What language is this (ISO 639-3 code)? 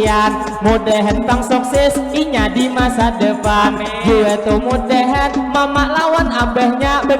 bjn